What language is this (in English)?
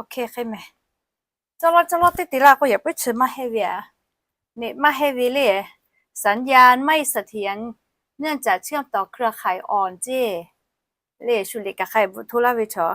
Lahu